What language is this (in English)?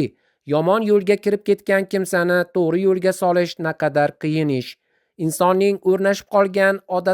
Uzbek